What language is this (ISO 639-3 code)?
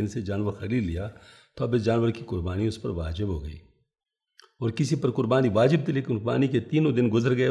urd